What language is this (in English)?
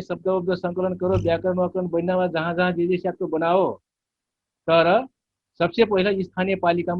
Dangaura Tharu